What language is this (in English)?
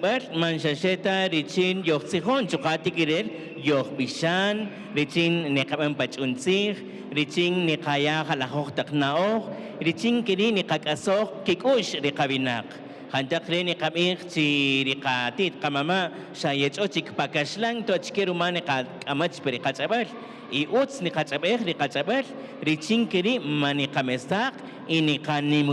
Kaqchikel